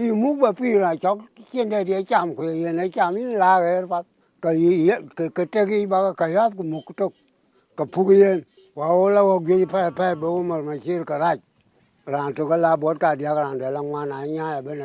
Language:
Dinka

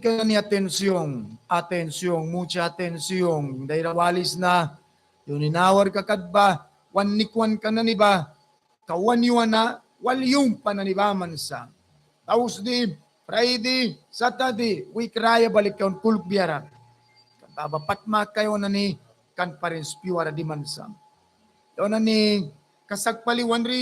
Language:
Mískito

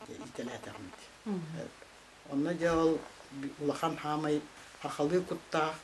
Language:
Yakut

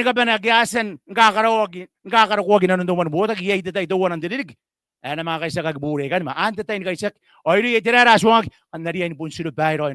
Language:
Gilbertese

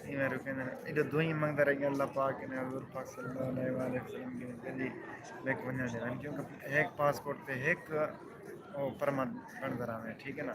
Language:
Saraiki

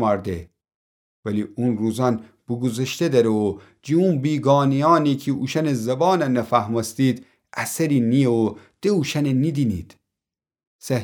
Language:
Gilaki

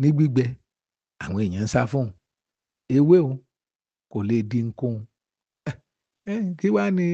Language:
Yoruba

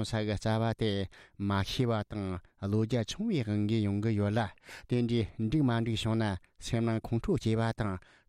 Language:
Tibetan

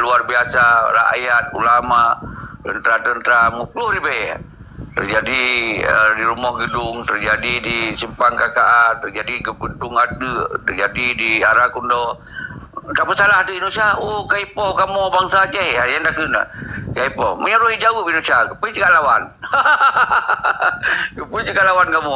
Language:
Achinese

